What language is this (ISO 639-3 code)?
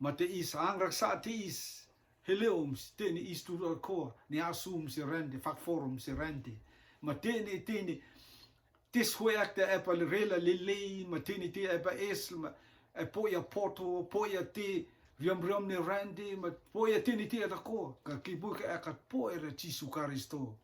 rtm